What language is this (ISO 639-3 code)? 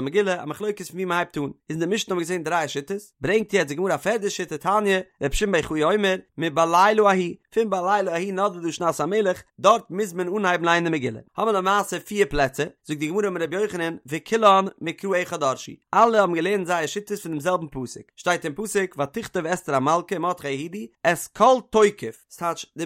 yid